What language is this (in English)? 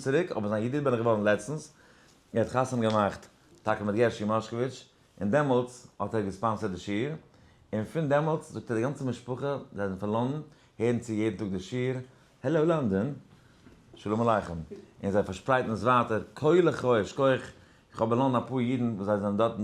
Yiddish